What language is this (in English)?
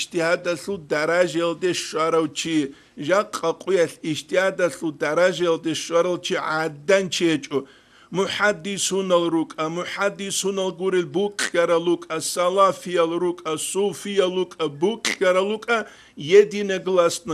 Avaric